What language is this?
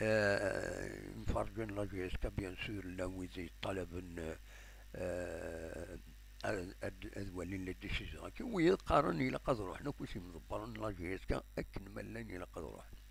Kabyle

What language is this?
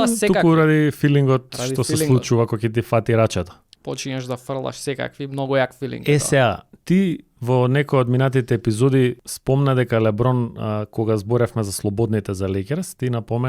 Macedonian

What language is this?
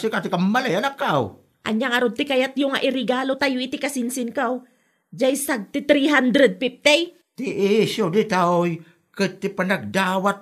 Iloko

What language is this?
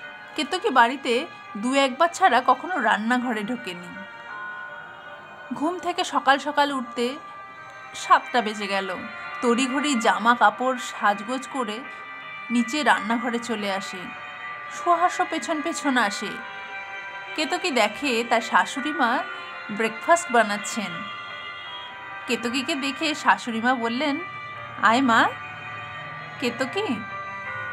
Bangla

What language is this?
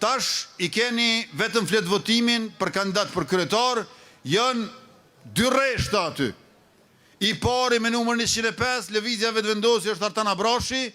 Albanian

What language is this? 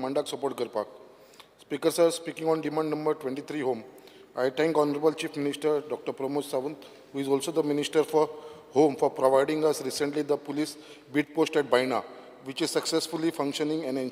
Konkani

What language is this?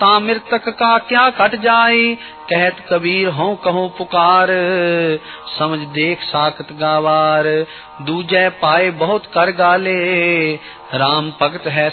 Hindi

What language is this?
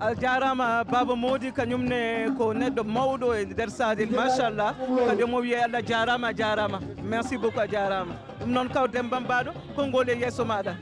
Fula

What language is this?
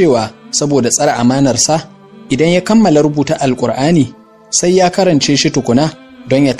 Hausa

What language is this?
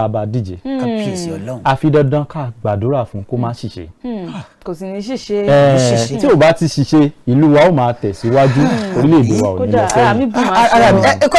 Yoruba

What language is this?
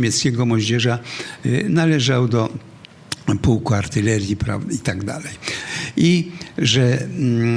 Polish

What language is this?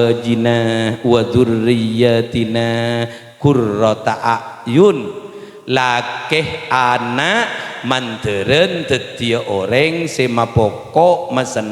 Madurese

